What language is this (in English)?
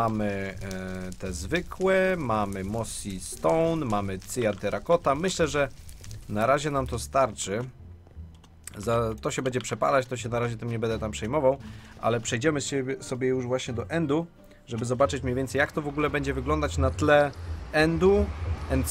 Polish